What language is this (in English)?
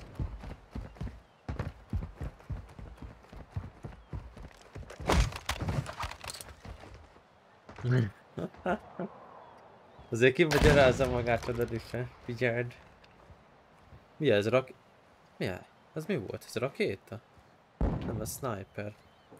Hungarian